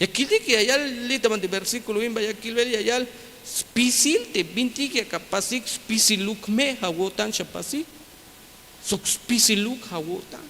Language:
Tzeltal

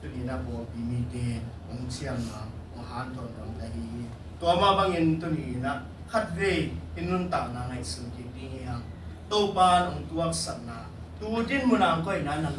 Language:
Tedim Chin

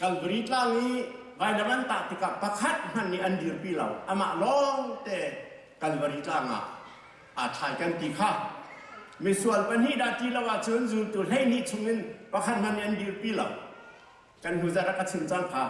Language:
Hakha Chin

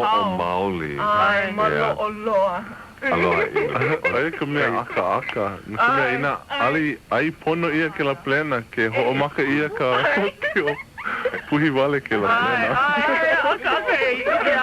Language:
Hawaiian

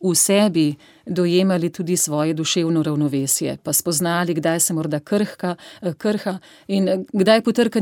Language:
Slovenian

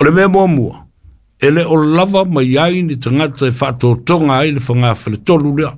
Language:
Samoan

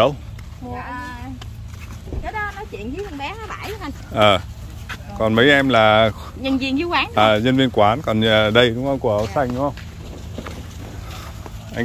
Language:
Vietnamese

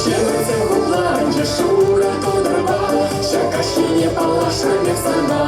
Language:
Chuvash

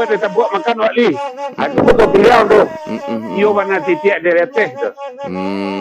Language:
Minangkabau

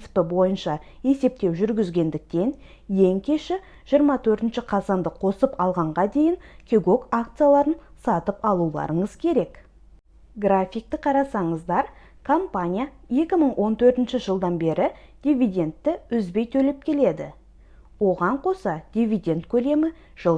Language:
Kazakh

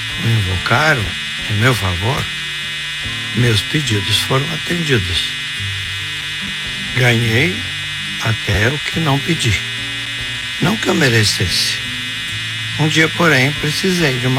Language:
Portuguese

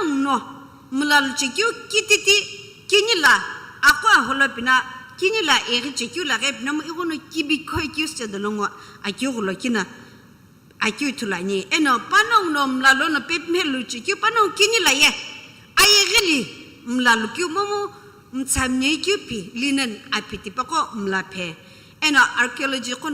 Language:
Sumi Naga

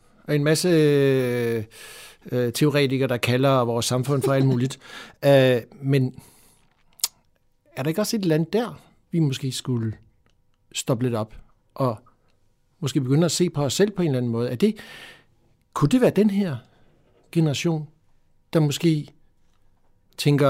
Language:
Danish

